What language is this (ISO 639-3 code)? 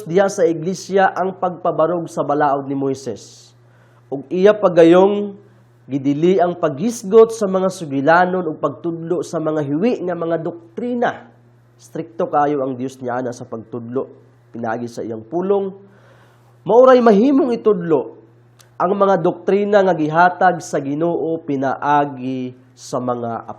ceb